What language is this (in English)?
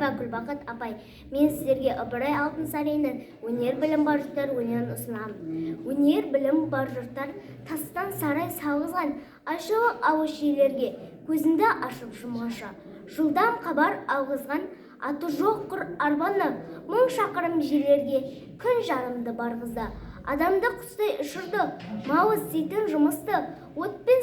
Kazakh